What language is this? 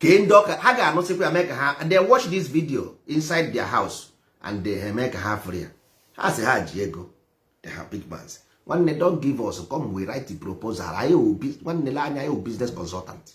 Igbo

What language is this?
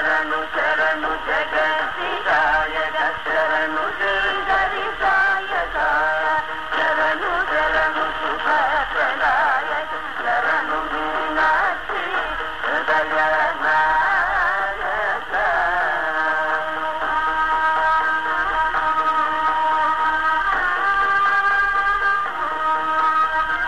Telugu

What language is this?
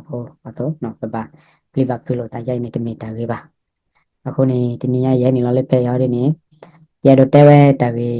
S'gaw Karen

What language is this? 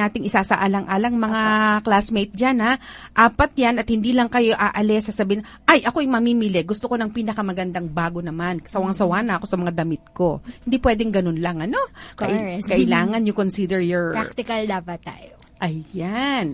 Filipino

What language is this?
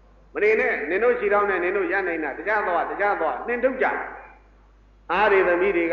Burmese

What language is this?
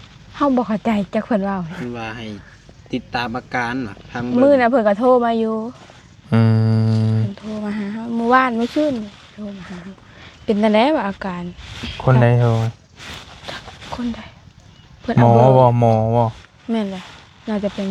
Lao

